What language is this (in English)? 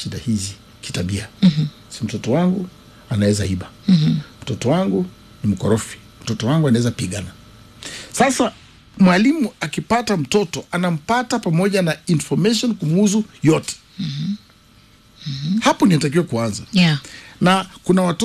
Swahili